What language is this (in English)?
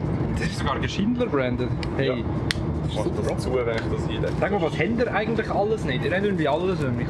Swiss German